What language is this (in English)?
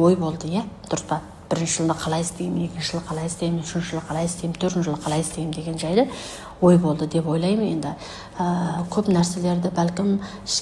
Kazakh